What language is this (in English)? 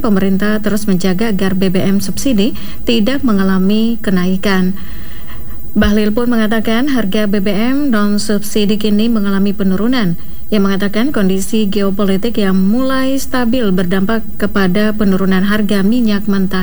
Indonesian